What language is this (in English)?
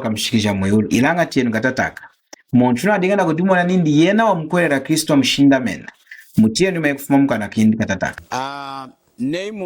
Lunda